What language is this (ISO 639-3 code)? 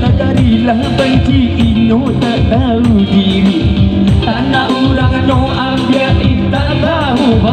min